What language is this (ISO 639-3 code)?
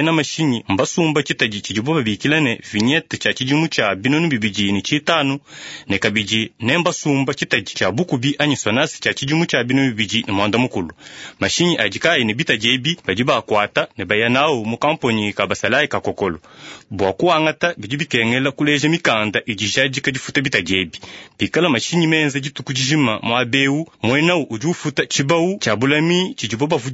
lua